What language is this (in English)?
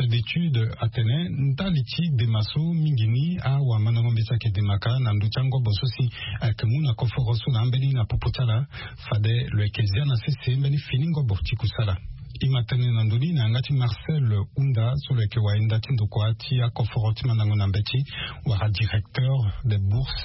Sango